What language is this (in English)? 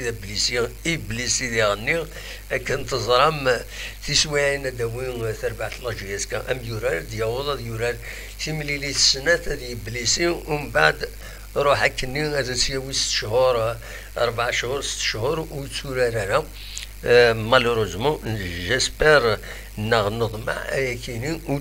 Kabyle